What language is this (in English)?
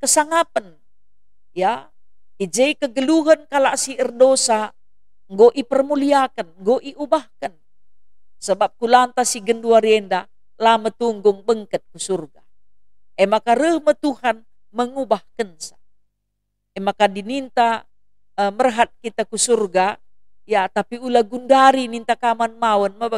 Batak Karo